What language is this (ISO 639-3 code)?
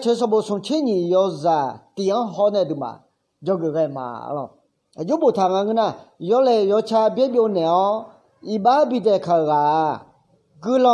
ahk